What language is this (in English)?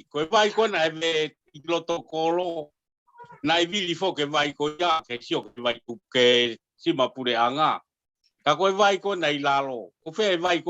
Tongan